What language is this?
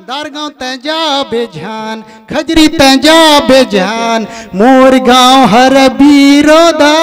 Chhattisgarhi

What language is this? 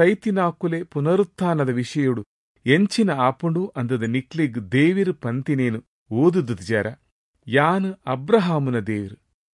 Tulu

